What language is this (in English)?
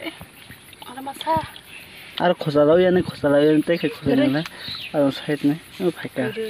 Kok Borok